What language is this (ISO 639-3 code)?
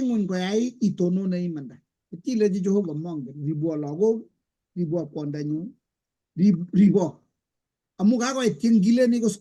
kln